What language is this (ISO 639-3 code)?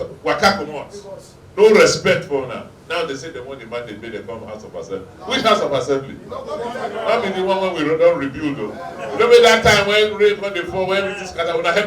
pcm